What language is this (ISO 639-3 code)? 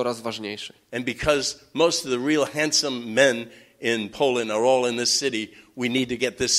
pol